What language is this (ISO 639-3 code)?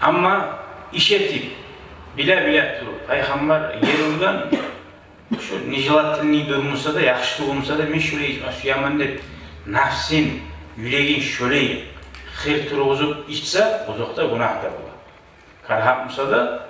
kum